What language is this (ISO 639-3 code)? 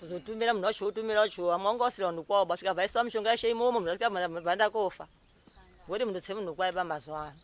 sna